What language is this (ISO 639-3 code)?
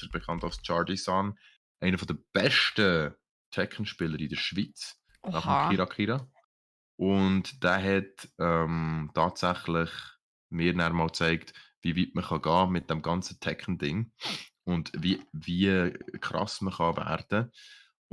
gsw